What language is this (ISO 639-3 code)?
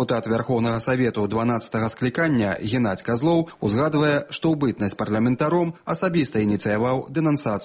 bel